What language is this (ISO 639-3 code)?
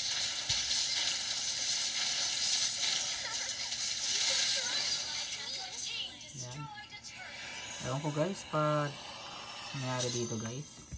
fil